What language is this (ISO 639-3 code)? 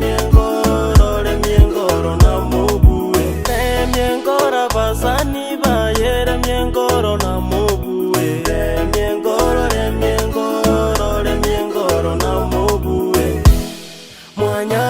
guz